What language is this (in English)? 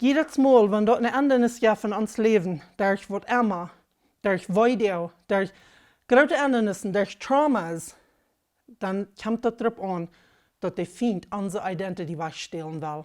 Plautdietsch